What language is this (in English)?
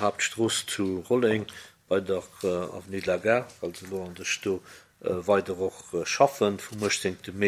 Luxembourgish